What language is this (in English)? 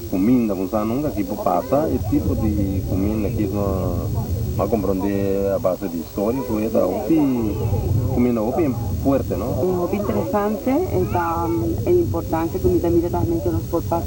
Papiamento